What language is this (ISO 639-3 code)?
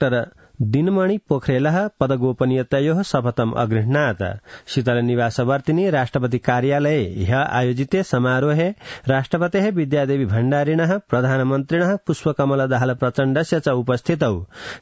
san